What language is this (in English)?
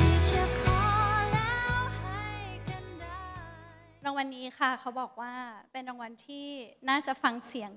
Thai